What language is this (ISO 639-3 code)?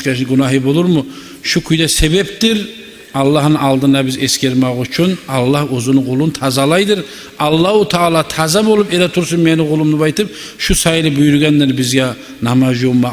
kum